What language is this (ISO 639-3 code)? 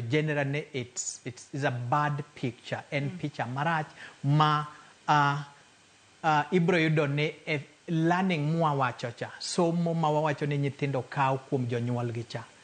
luo